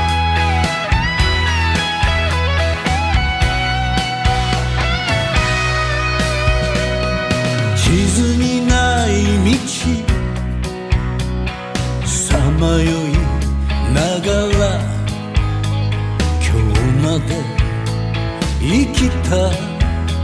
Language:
Japanese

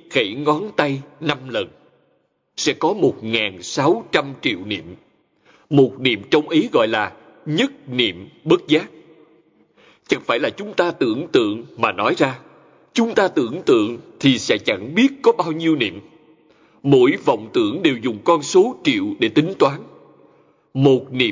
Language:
Vietnamese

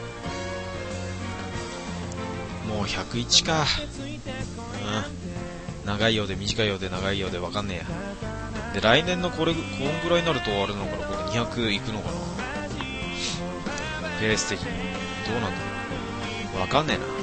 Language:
Japanese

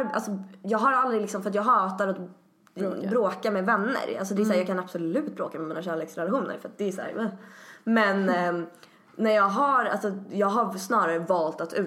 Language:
Swedish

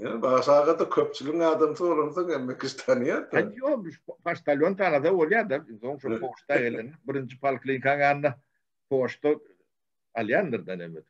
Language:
Turkmen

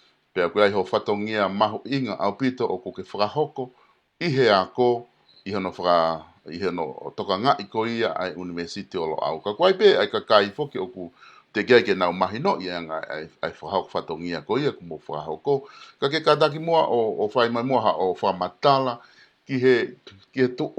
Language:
Tongan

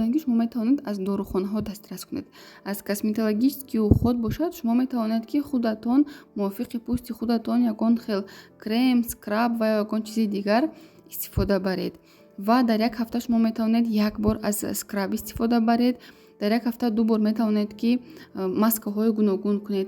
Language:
Tajik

